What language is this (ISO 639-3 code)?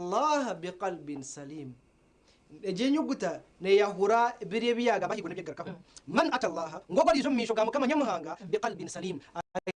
nyn